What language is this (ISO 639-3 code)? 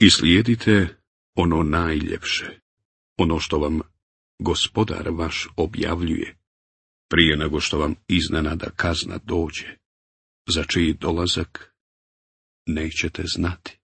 bos